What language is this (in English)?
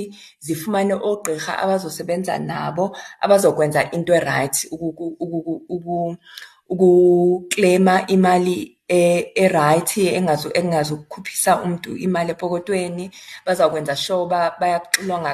Xhosa